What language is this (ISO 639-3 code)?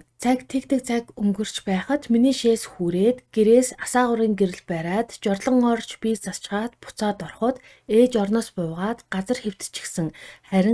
mon